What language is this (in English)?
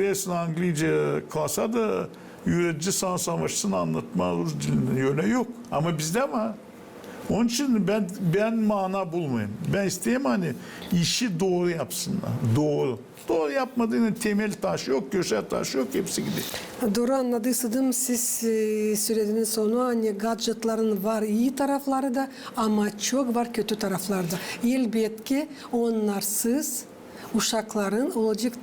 Gagauz